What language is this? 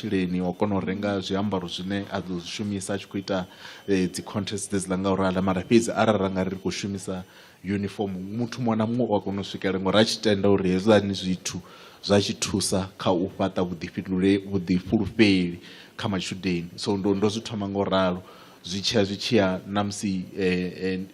Venda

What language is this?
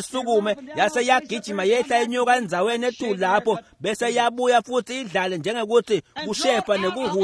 Swati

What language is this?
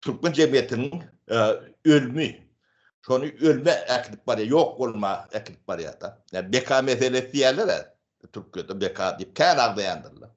Turkmen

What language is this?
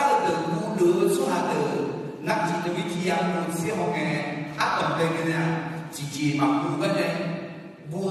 Akha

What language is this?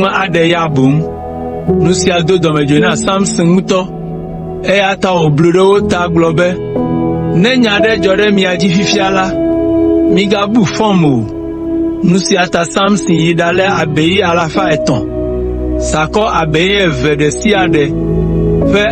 Ewe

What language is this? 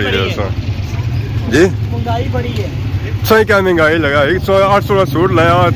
Pahari-Potwari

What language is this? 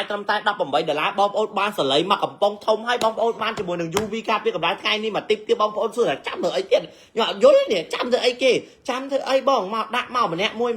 Khmer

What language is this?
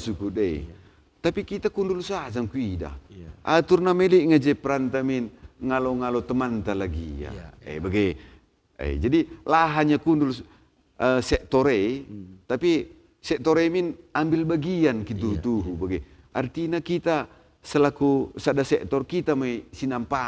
Batak Karo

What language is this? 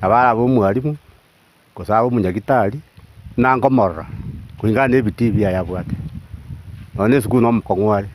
Gusii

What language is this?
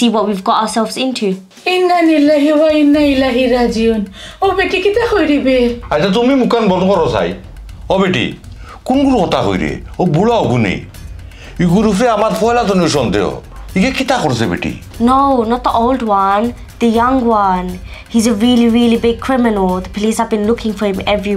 Sylheti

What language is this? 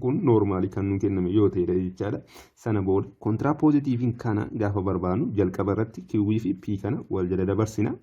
Oromo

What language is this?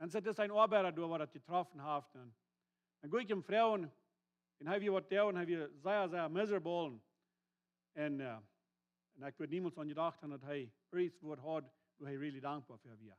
Plautdietsch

